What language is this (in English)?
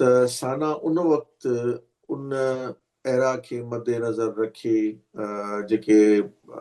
Sindhi